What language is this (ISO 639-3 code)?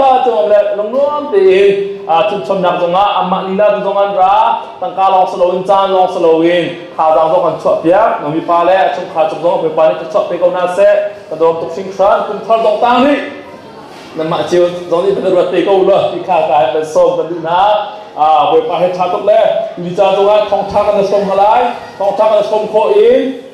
cnh